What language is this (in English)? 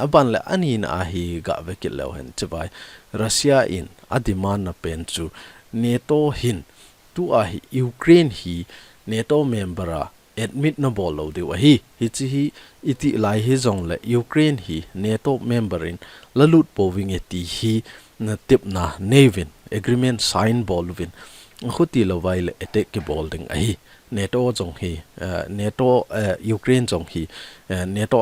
Thado Chin